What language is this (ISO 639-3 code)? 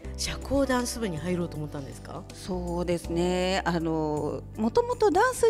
jpn